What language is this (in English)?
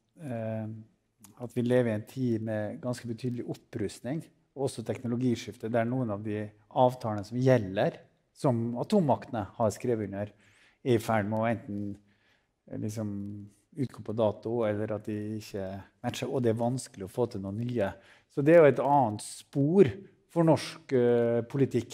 Norwegian